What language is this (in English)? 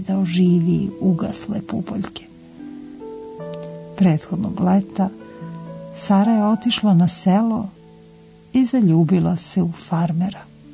Serbian